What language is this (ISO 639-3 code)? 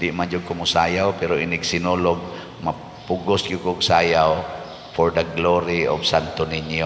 ceb